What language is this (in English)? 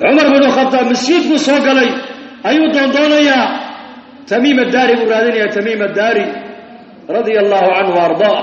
Somali